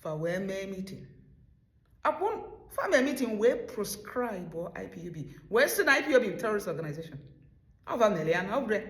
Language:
Igbo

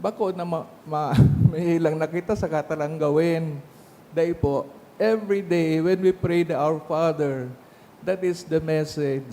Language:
Bikol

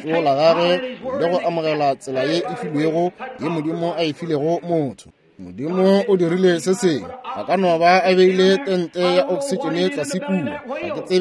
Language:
Northern Sotho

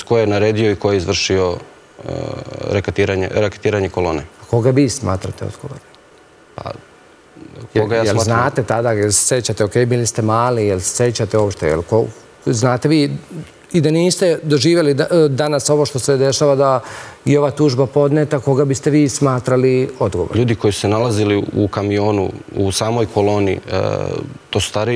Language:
Serbian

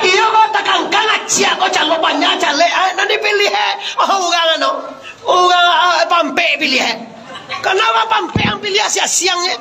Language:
Minangkabau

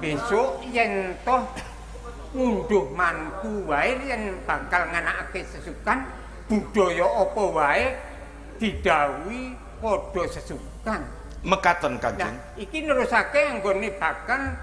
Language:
Javanese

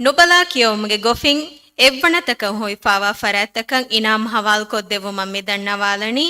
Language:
Divehi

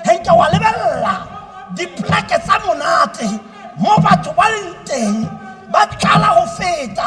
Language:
Tswana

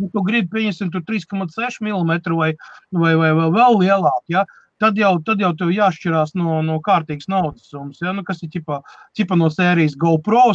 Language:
Latvian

